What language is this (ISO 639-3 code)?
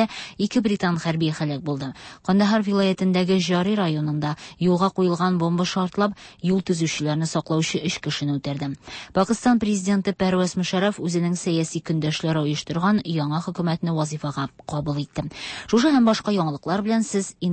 tat